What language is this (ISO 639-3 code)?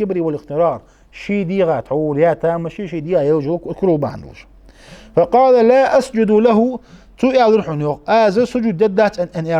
inh